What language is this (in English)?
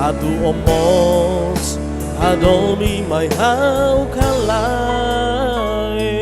Tetum